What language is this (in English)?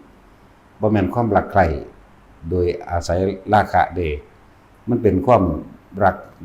Northeastern Thai